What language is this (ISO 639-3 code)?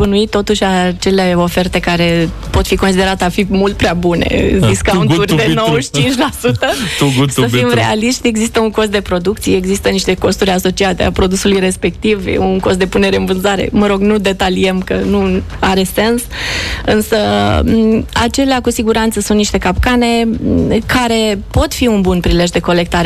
ron